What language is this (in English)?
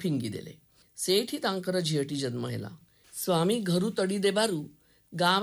Odia